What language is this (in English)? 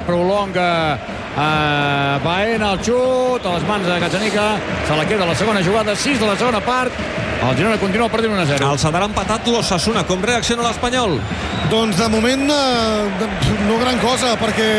Catalan